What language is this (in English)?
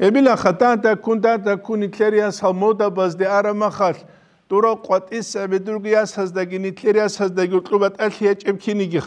Avaric